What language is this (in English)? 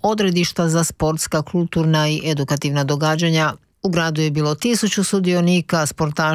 Croatian